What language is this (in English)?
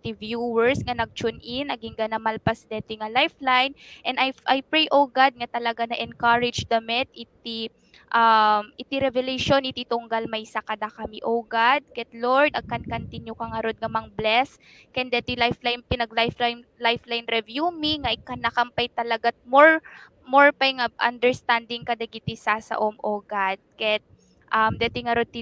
Iloko